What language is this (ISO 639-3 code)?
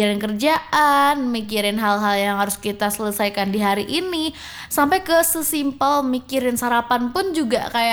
ind